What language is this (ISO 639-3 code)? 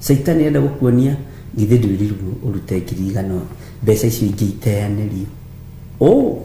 kik